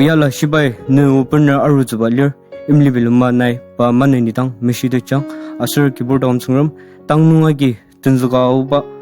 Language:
Ao Naga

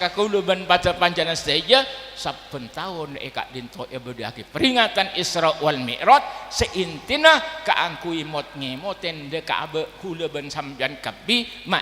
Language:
Madurese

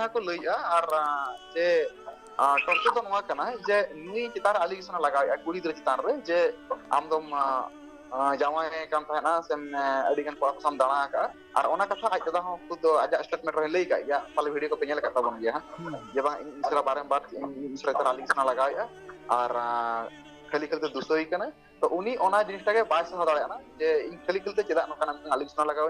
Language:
Santali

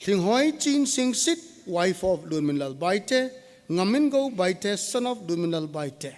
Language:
Thado Chin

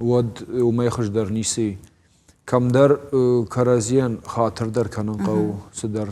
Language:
Ossetic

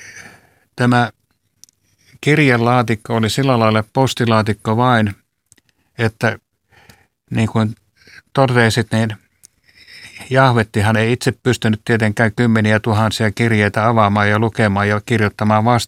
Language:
Finnish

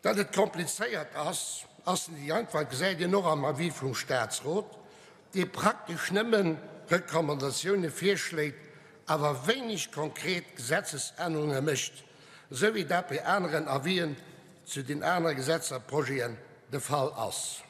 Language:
Luxembourgish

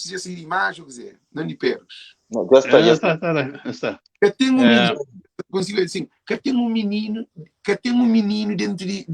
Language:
Kabuverdianu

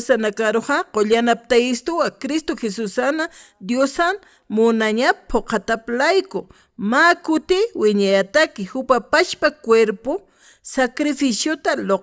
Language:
Aymara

